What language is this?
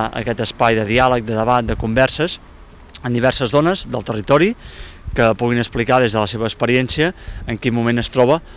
Catalan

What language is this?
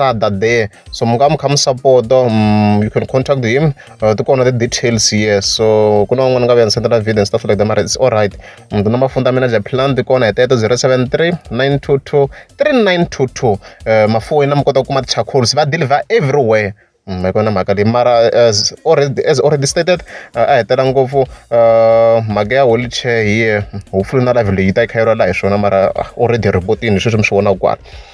Tsonga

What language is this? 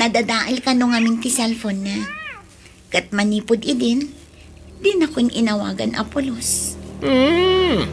Iloko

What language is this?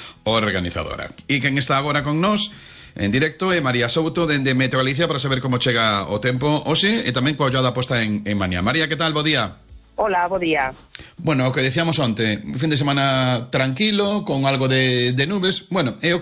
Galician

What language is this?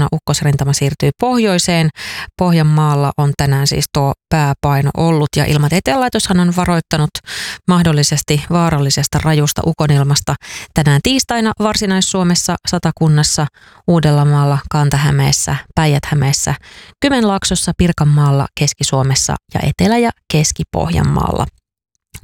Finnish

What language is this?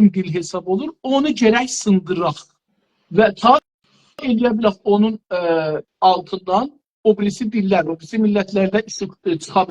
South Azerbaijani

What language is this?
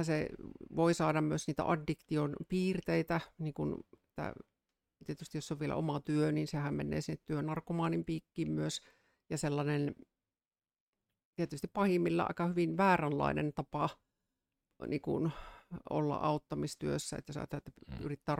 Finnish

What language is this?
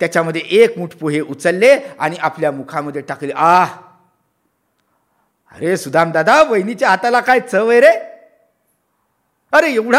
Marathi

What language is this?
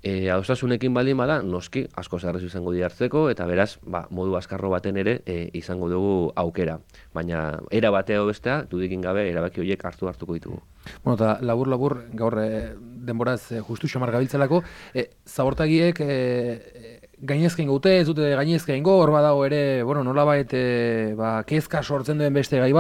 Basque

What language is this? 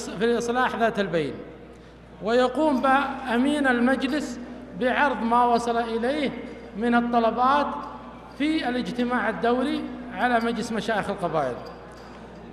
Arabic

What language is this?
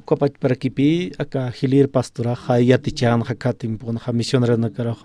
Aymara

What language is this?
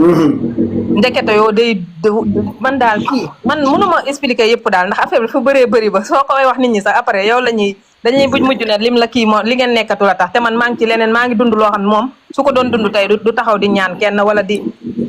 Wolof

